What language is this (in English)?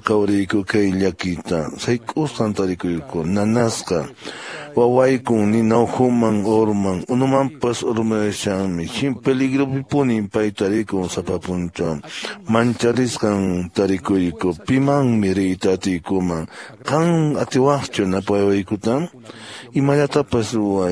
Quechua